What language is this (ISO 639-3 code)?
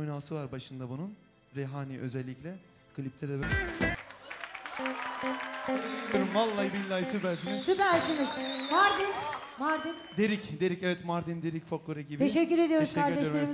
tur